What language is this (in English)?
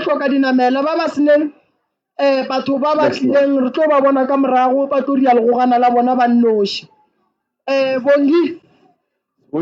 Northern Sotho